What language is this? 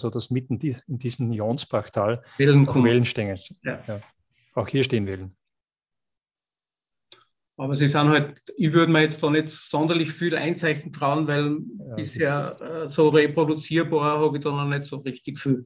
German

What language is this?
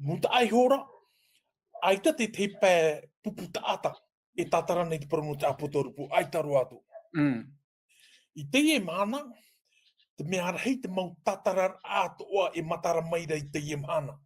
Tahitian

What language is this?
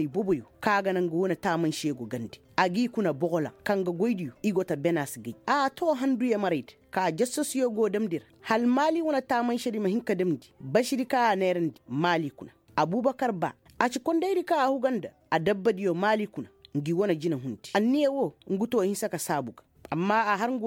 Koyraboro Senni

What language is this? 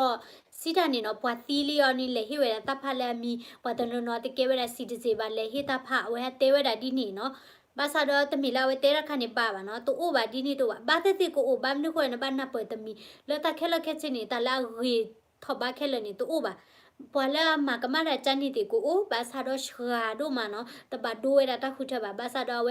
S'gaw Karen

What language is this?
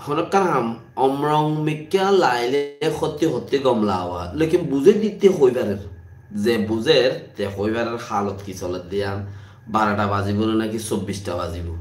Rohingya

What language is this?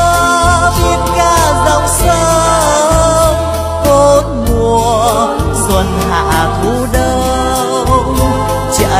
Vietnamese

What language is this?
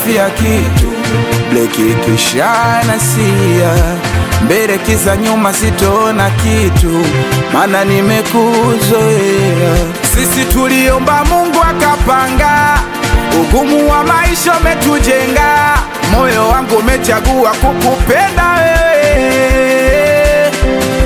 Swahili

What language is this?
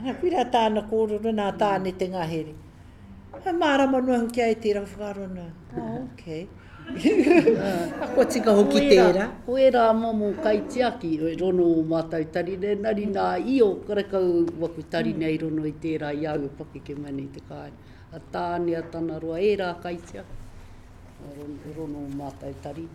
Māori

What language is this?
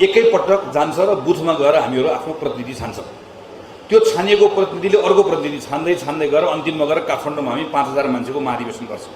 Nepali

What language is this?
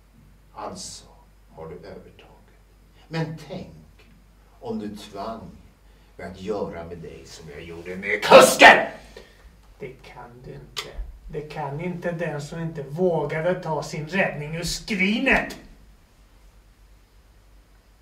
Swedish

